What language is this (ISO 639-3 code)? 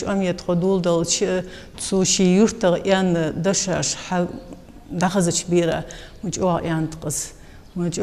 inh